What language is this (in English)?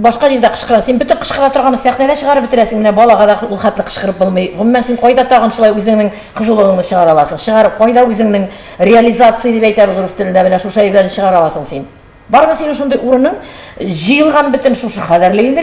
Tatar